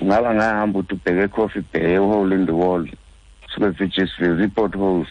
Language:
Xhosa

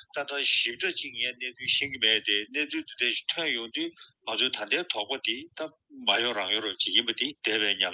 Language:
Tibetan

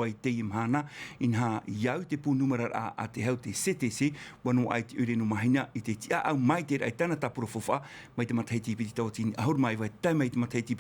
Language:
Tahitian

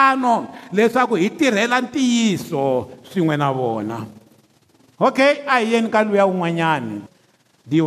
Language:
Tsonga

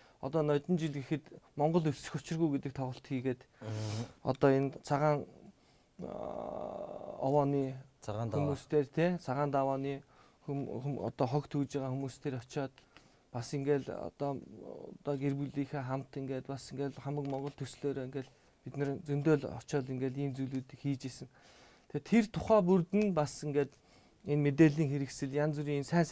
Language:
Mongolian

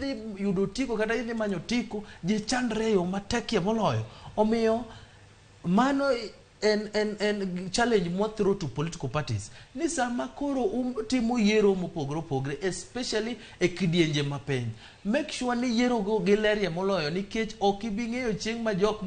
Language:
Luo (Kenya and Tanzania)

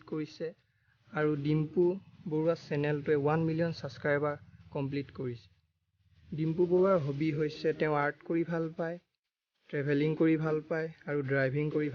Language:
Assamese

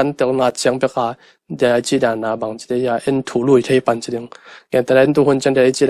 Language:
Tedim Chin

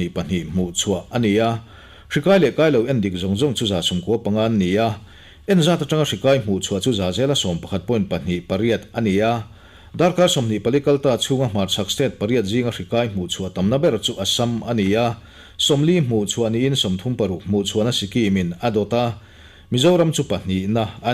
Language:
Mizo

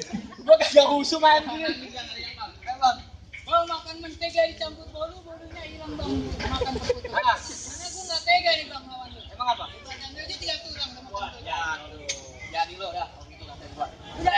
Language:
Betawi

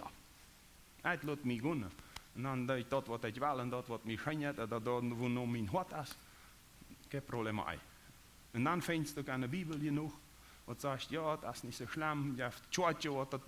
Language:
Plautdietsch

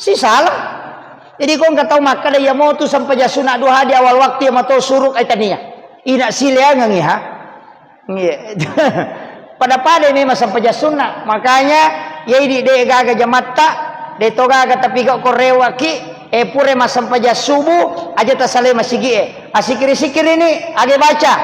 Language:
Buginese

